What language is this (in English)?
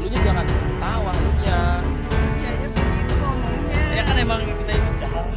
Betawi